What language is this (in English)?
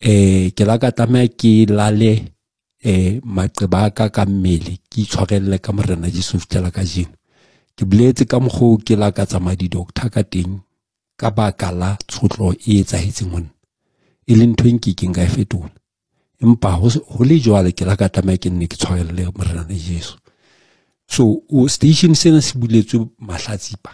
Southern Sotho